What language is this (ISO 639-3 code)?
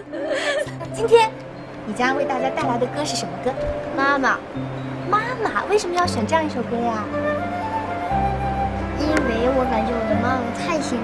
zho